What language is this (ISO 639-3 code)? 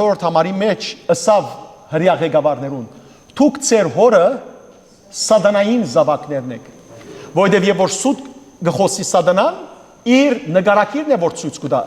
hyw